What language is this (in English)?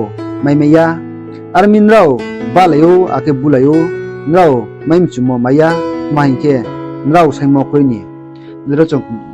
Riang (India)